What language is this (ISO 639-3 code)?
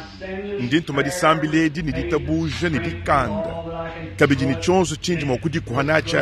lua